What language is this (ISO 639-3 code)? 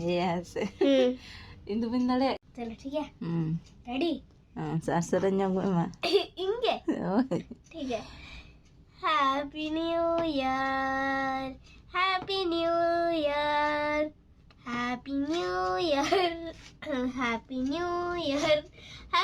sat